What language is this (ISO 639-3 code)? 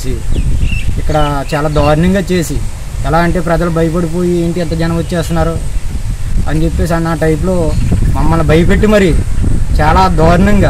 tel